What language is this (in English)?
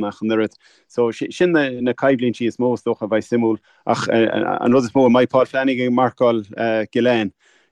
Irish